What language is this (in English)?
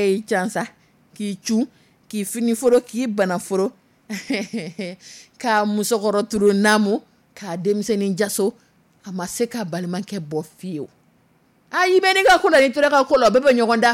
Dyula